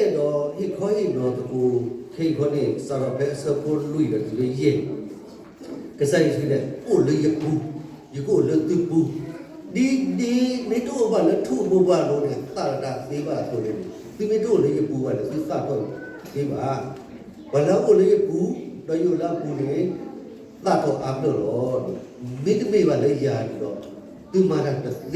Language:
S'gaw Karen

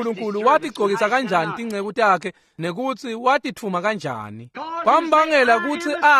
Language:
Swati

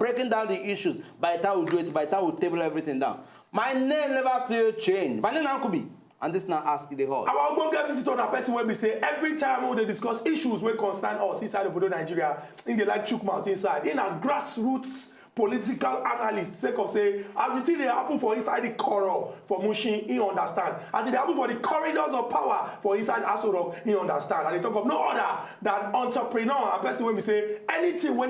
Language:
Nigerian Pidgin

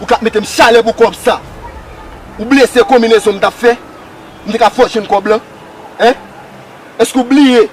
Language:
Haitian Creole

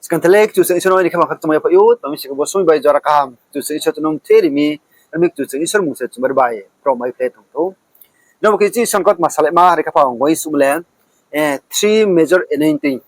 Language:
Riang (India)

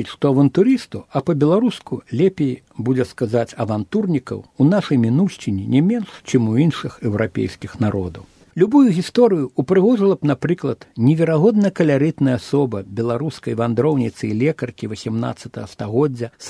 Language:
Belarusian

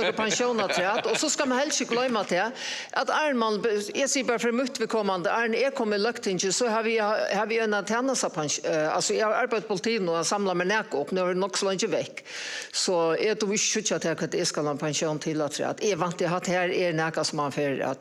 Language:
Faroese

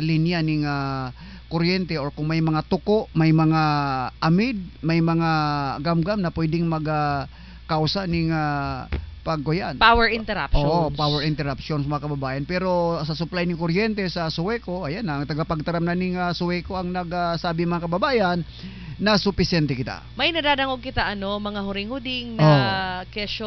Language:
Southern Catanduanes Bikol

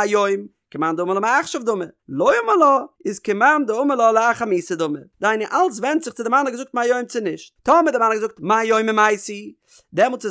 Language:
Yiddish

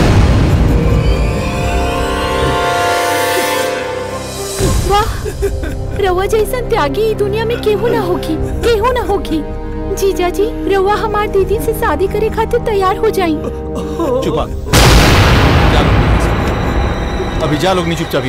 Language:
Bhojpuri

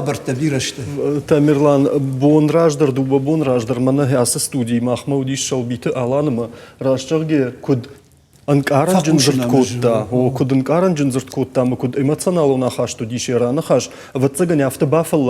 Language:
Ossetic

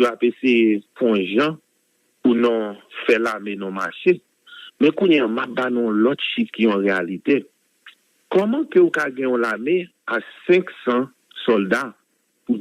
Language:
Haitian Creole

